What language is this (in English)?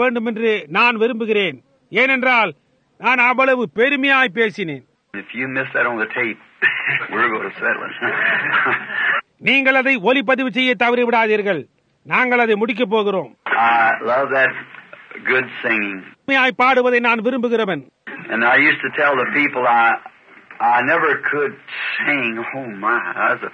Tamil